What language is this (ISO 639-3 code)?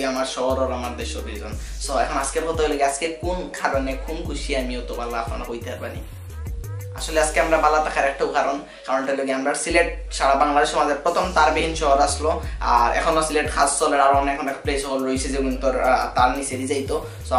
syl